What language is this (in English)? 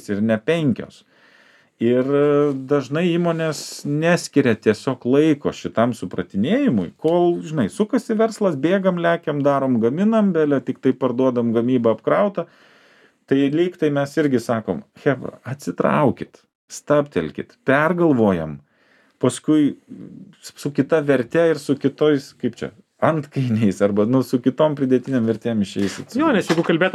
Lithuanian